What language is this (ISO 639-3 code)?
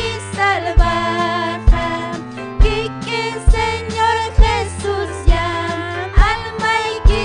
quy